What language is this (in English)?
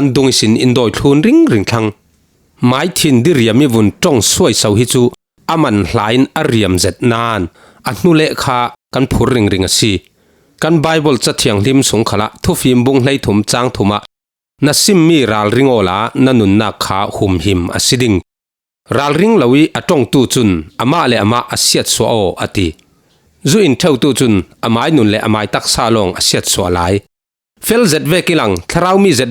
Falam Chin